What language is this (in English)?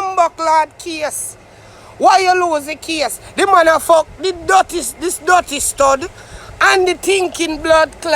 Jamaican Creole English